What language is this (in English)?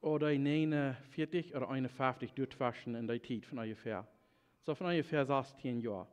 Plautdietsch